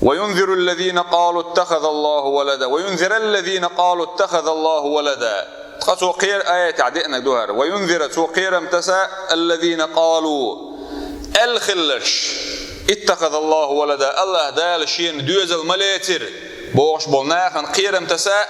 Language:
Chechen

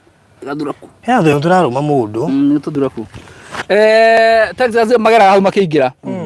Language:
Kikuyu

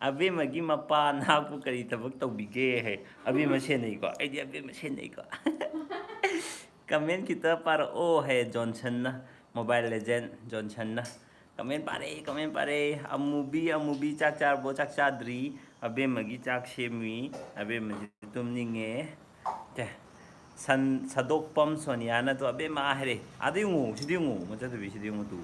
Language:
Manipuri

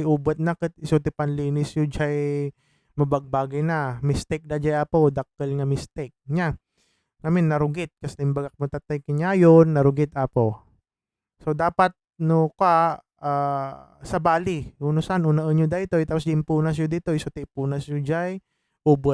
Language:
Iloko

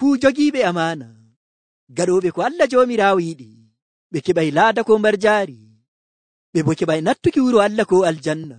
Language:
Nigerian Fulfulde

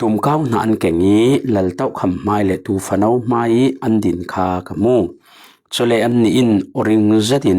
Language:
Falam Chin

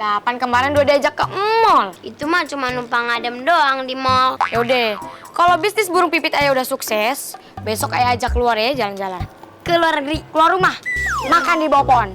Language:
Betawi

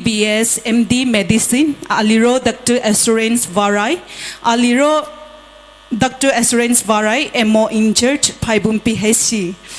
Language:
Poumei Naga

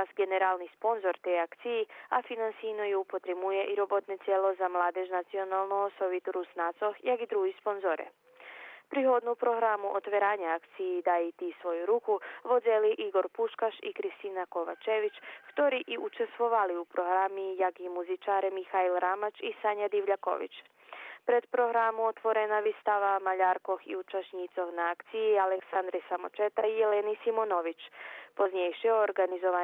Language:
Rusyn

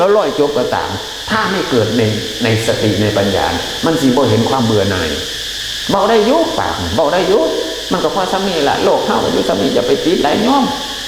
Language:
Northeastern Thai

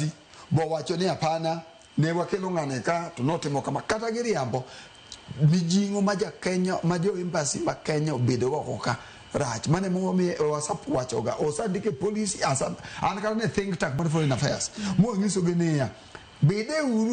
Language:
Luo (Kenya and Tanzania)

